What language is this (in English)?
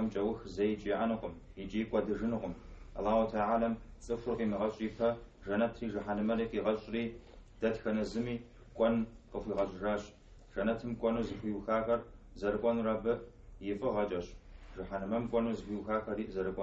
Kabardian